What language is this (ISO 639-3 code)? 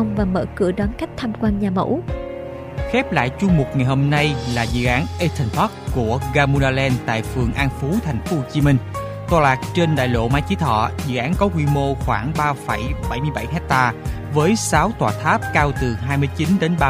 vie